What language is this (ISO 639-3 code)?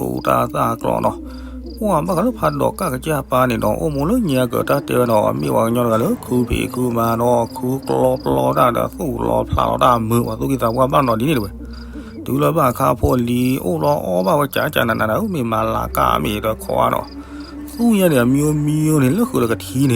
ksw